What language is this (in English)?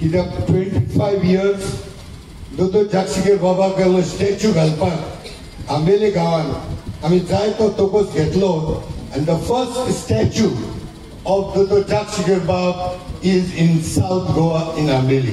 Konkani